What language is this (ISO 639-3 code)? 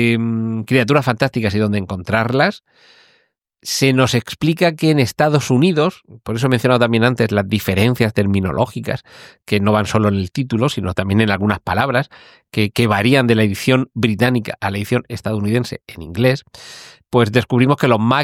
spa